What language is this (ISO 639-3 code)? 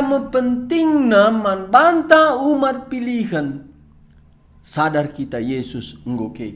btx